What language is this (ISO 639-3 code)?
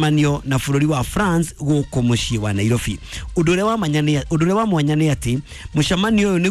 kik